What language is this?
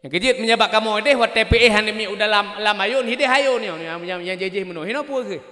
Achinese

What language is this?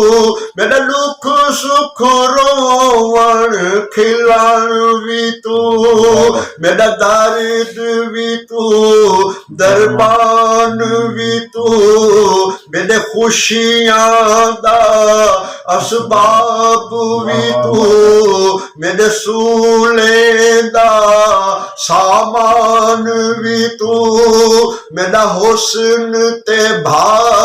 Saraiki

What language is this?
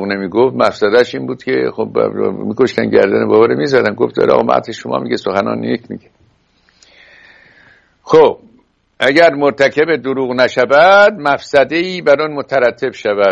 Persian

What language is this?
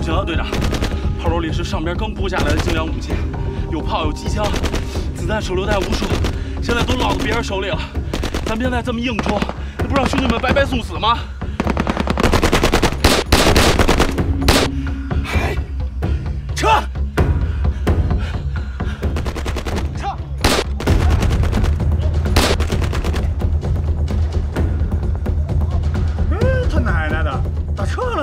Chinese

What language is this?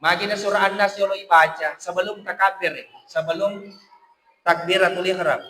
Buginese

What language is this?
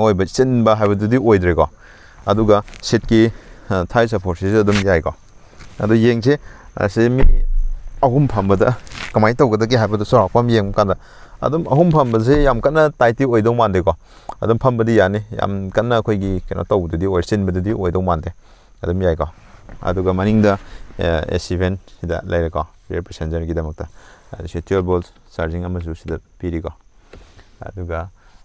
Manipuri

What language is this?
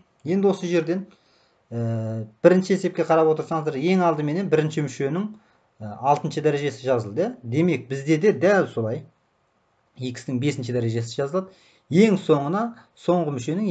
Kazakh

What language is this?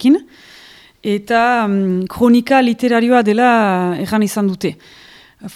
Basque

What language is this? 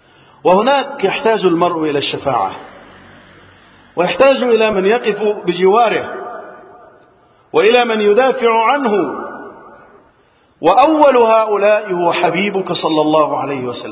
Arabic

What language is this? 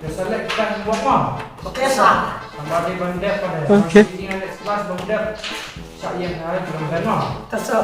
Khasi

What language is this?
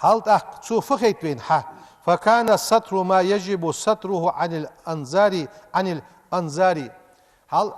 Ingush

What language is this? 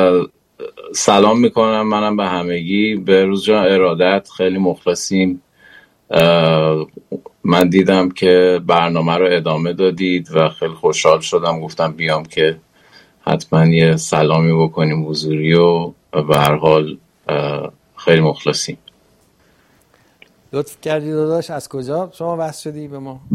Persian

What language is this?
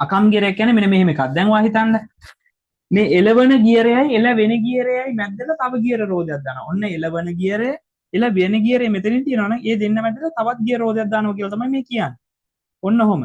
Sinhala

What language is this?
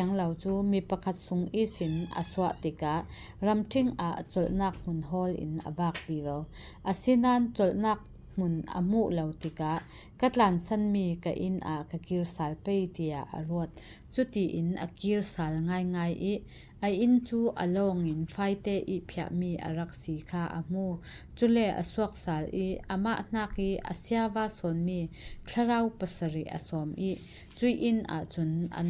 Falam Chin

